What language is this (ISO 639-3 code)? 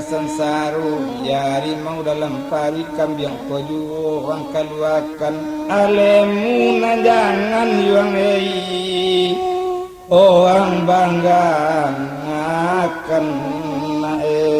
min